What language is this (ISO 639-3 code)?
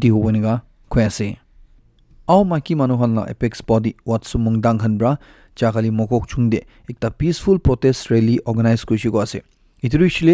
nag